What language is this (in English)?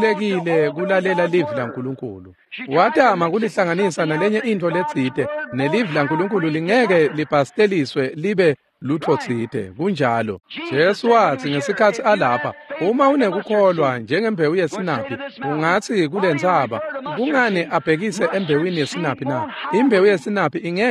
Swati